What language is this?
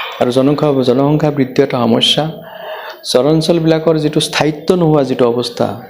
Assamese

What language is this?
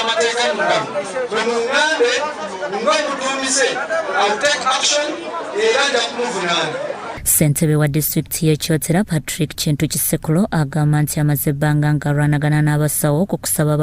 Ganda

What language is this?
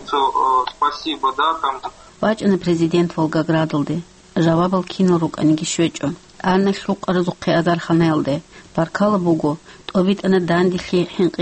Avaric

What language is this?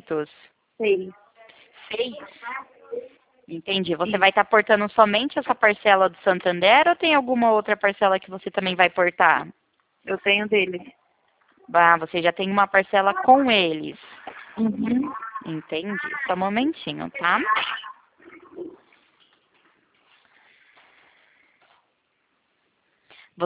Portuguese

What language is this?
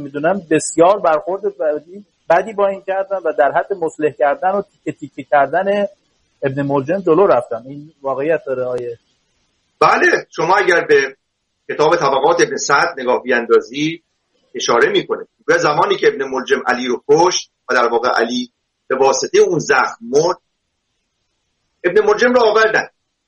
Persian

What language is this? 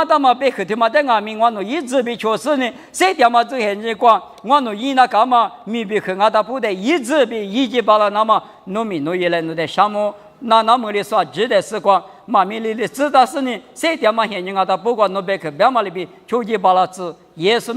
Lisu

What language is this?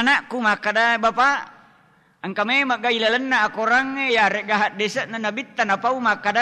Buginese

